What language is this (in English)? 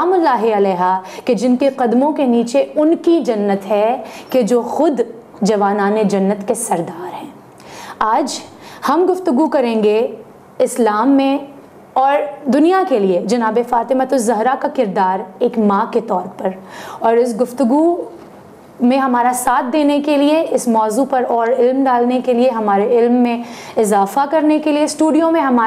Urdu